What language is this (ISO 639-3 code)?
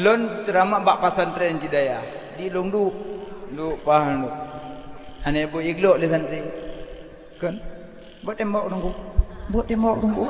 ace